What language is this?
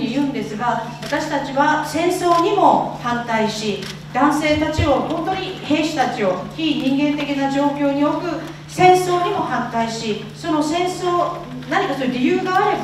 Japanese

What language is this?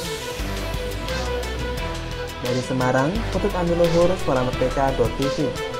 Indonesian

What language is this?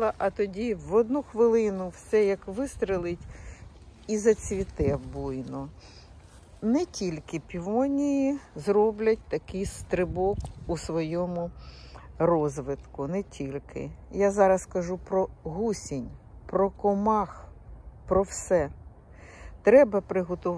Ukrainian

